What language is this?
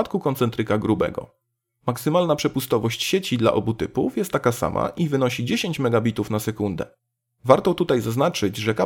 Polish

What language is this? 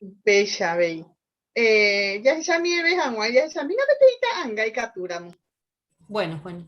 Guarani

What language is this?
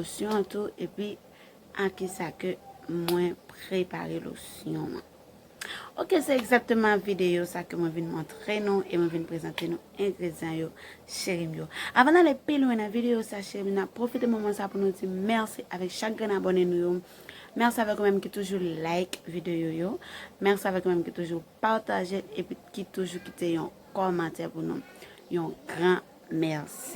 Haitian Creole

